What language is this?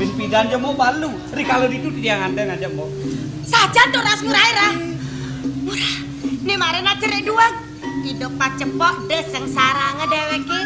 Balinese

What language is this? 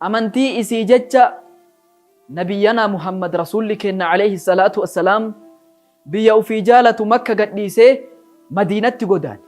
Oromo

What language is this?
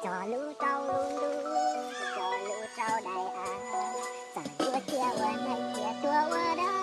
Hmong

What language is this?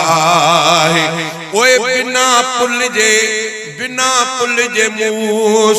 Sindhi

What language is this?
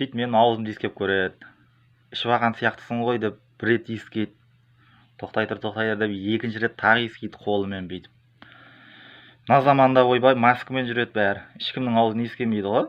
Kazakh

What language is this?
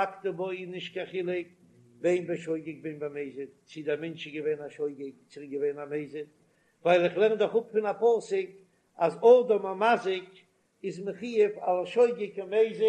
Yiddish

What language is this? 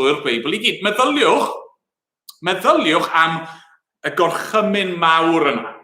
Welsh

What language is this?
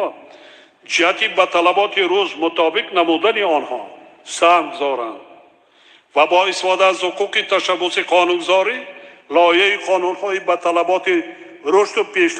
Tajik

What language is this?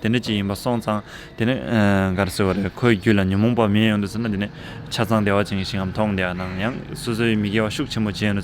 Tibetan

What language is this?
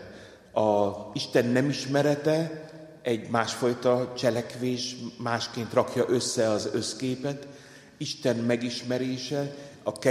Hungarian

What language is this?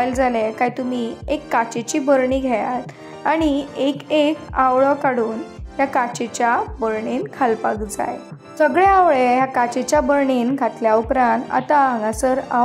Konkani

